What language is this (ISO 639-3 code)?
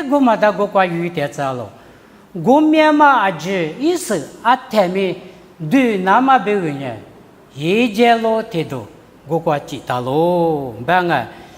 lis